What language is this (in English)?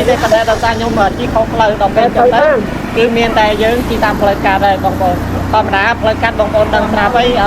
Khmer